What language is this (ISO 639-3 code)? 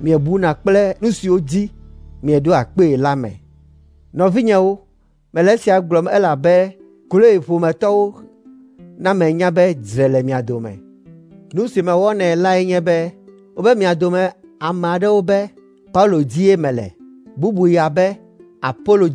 ewe